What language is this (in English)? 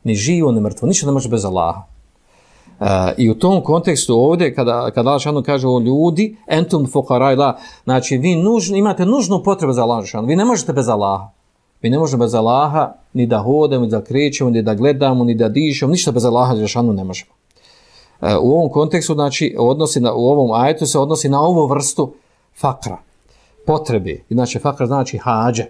Bosnian